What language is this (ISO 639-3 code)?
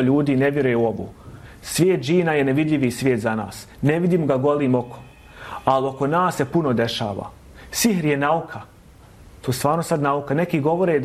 bos